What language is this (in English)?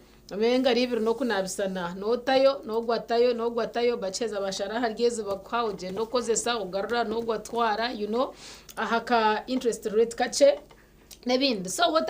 Nyankole